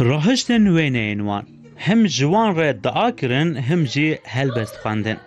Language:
Kurdish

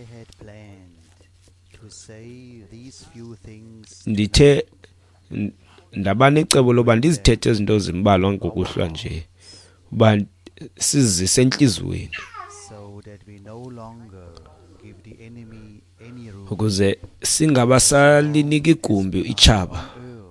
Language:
Xhosa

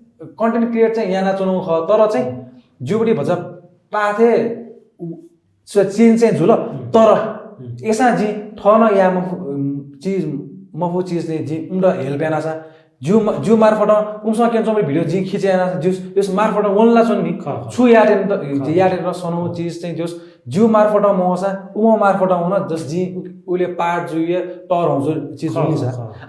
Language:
Newari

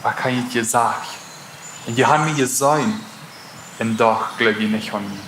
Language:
Plautdietsch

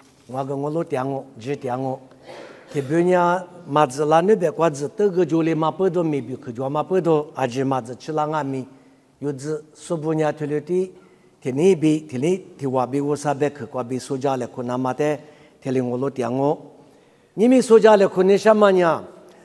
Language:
Lisu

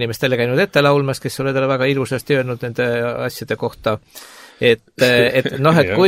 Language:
Estonian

